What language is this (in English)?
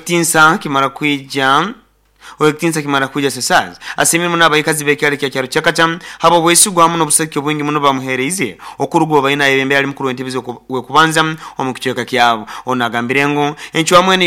Nyoro